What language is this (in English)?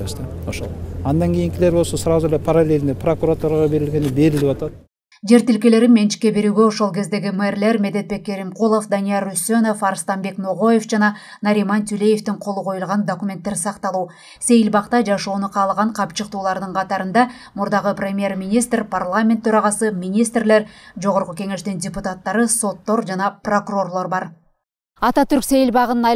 Kyrgyz